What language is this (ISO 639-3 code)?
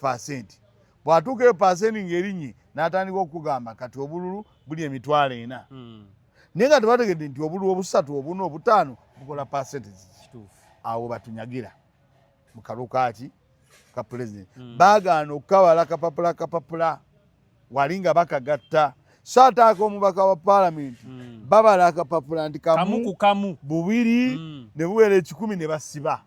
lug